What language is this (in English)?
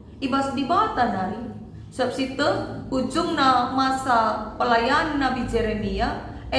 Batak Karo